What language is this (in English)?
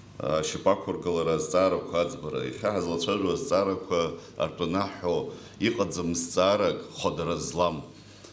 Abkhazian